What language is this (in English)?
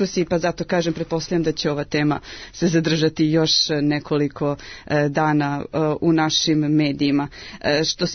Serbian